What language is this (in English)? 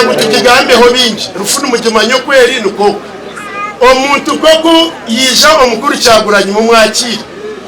Nyankole